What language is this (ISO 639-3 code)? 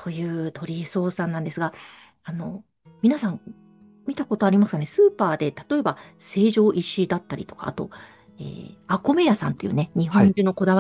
jpn